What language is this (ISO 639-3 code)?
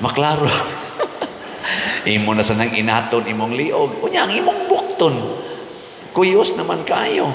ceb